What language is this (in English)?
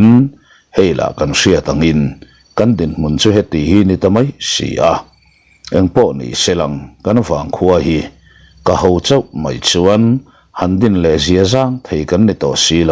Mizo